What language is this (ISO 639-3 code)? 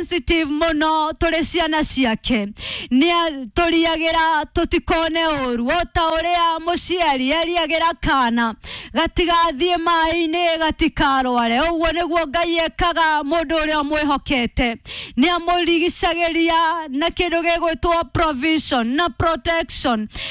kik